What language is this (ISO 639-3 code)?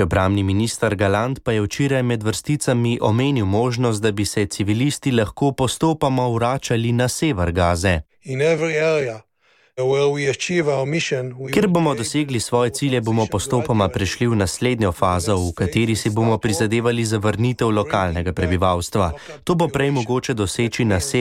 slv